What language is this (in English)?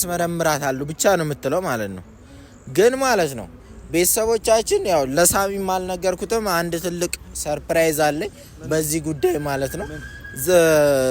Amharic